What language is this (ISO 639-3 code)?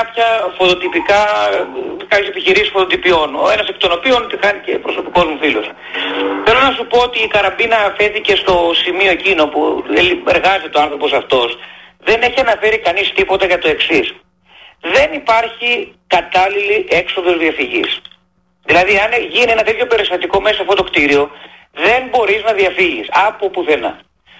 ell